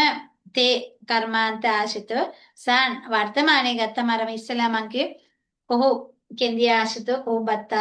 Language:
Sinhala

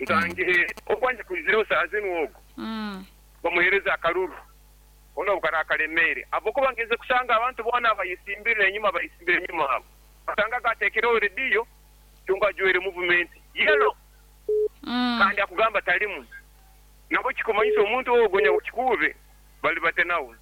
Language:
Nyankole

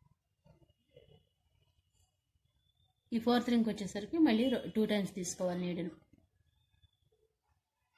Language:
Telugu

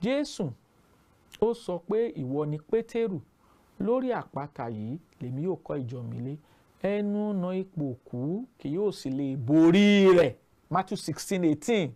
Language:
Yoruba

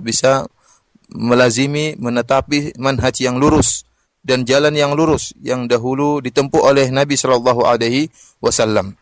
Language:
Indonesian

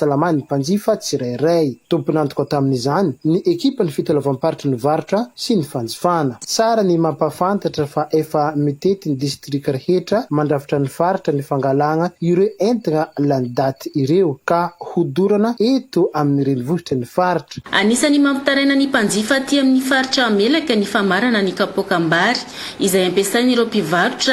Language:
Malagasy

